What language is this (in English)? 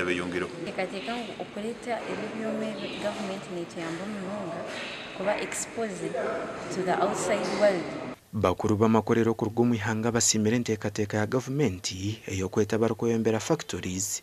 Nyankole